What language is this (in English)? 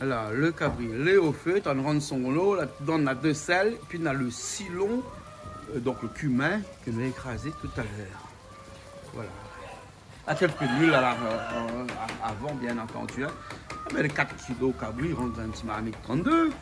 Réunion Creole French